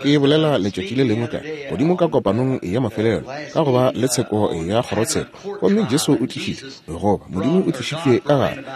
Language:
Northern Sotho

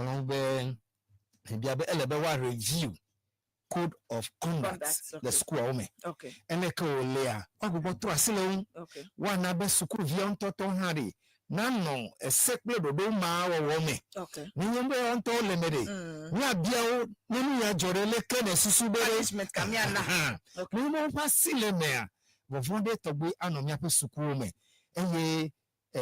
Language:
Ewe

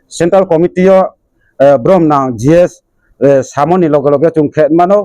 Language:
Riang (India)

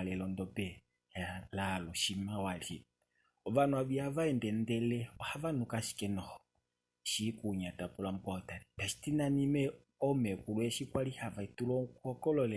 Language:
Kuanyama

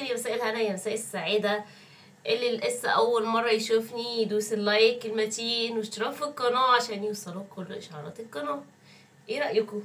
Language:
Egyptian Arabic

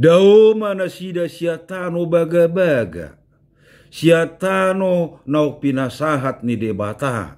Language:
Batak Toba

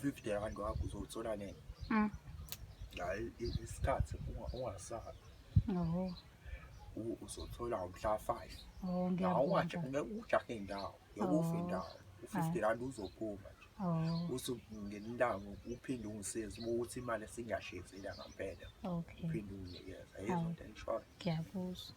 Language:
Zulu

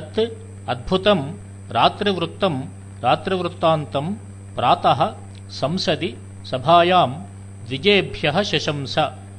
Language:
Sanskrit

